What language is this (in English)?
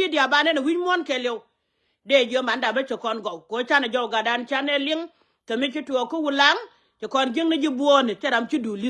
Nuer